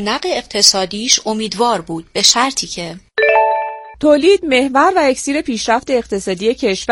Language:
Persian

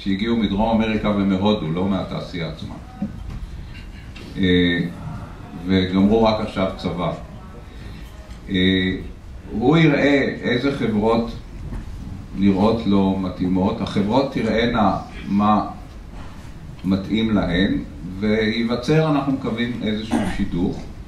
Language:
Hebrew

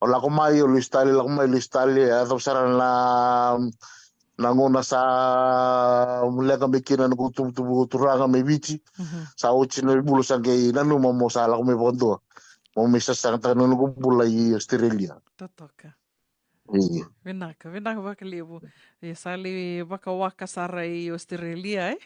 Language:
Fijian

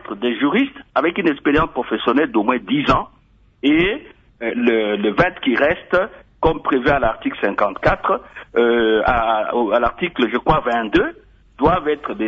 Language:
French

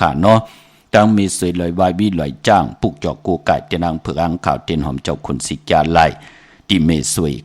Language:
Shan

